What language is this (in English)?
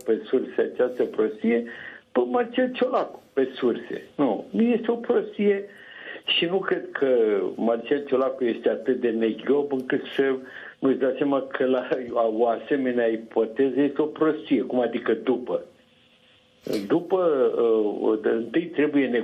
Romanian